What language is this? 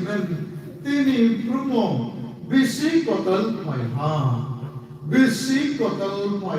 Kok Borok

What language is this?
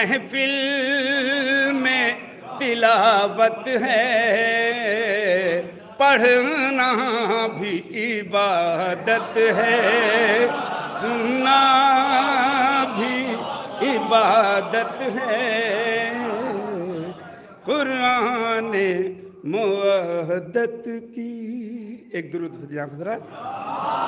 Urdu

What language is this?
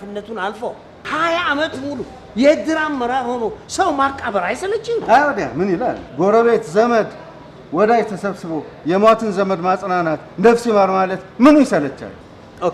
Amharic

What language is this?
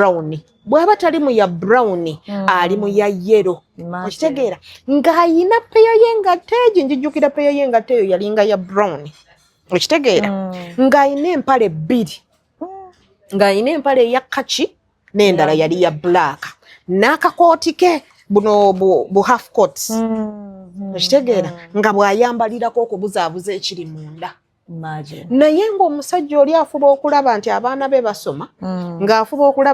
Ganda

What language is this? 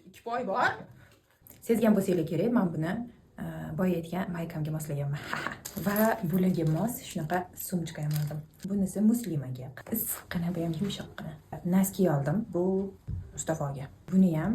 Uzbek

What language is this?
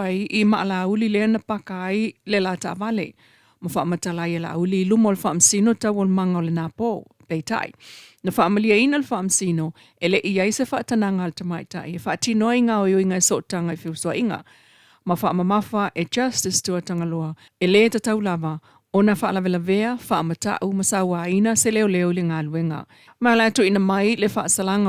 Samoan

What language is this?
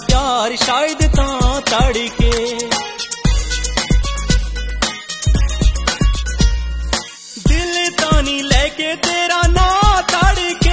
Punjabi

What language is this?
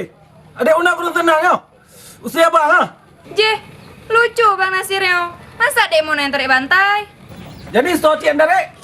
Achinese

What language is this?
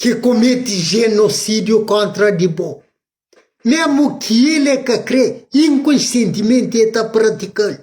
Kabuverdianu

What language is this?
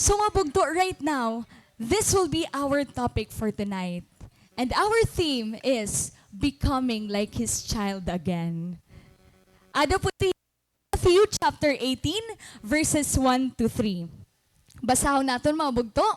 Waray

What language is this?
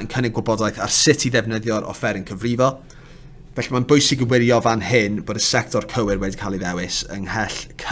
Welsh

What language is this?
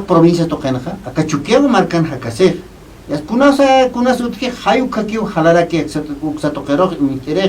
Aymara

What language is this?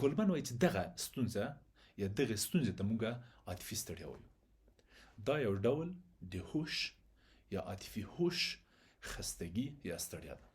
Pashto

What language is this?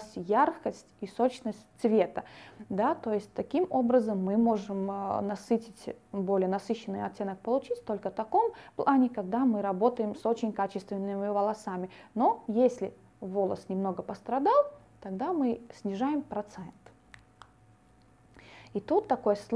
Russian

